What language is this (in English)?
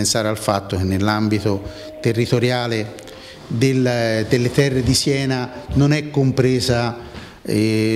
Italian